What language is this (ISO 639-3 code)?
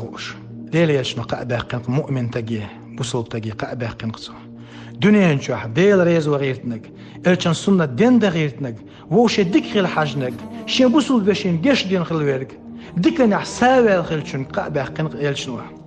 che